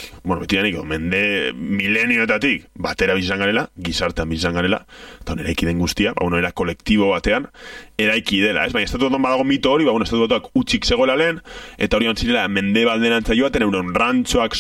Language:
Basque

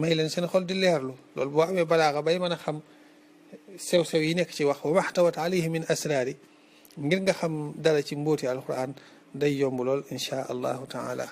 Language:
Wolof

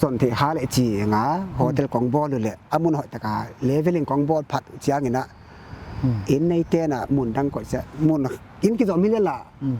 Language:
Paite Chin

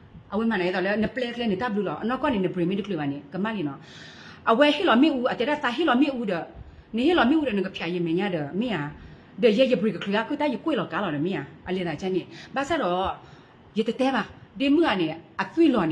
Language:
S'gaw Karen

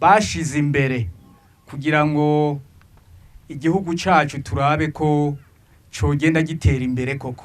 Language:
Rundi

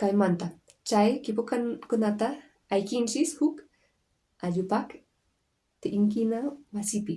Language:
Quechua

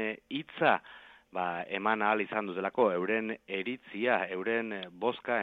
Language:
Basque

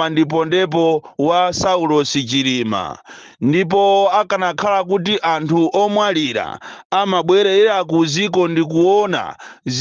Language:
Nyanja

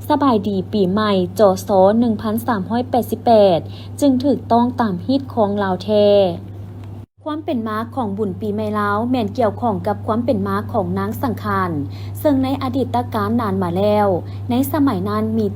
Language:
Lao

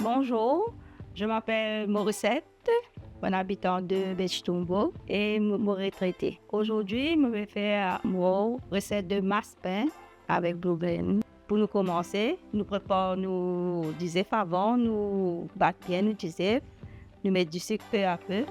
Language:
Morisyen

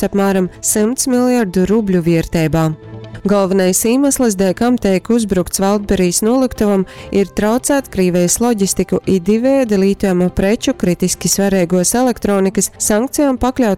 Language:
Latgalian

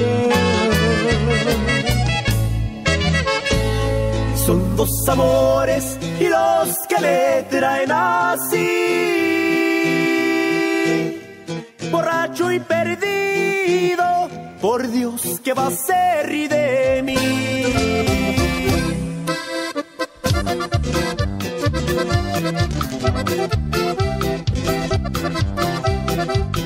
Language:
Spanish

